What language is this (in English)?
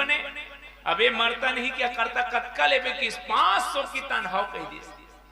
Chhattisgarhi